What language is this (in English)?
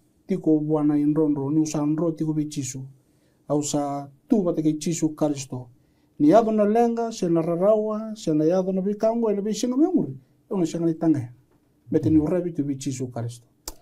Fijian